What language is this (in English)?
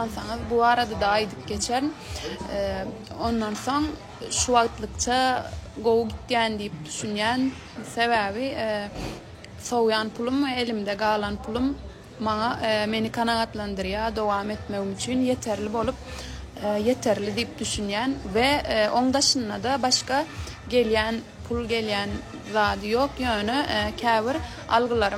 Turkmen